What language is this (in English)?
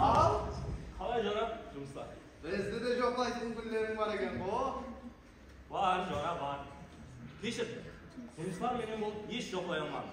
Kara-Kalpak